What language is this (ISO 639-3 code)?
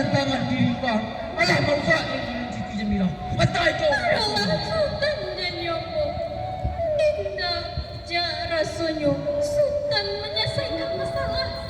min